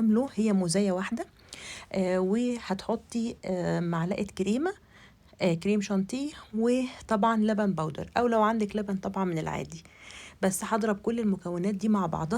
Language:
Egyptian Arabic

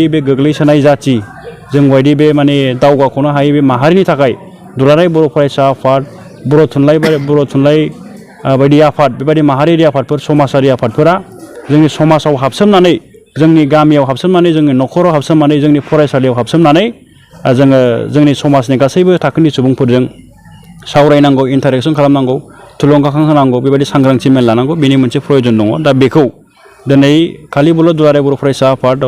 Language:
Bodo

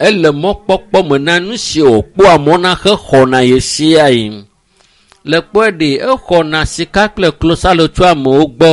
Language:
Ewe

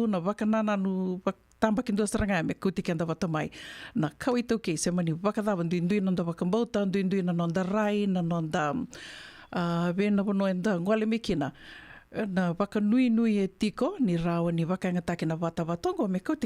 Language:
Fijian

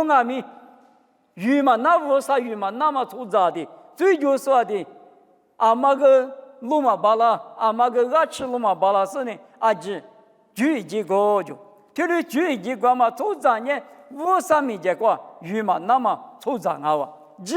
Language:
Lisu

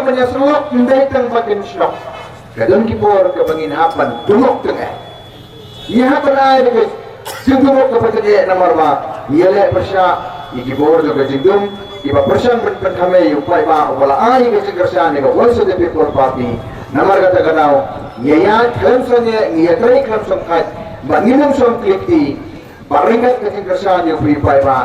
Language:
Khasi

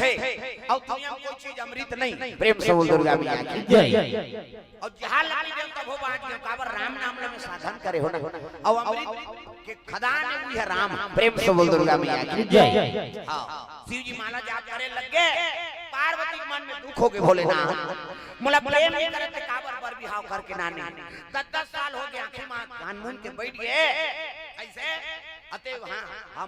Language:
Chhattisgarhi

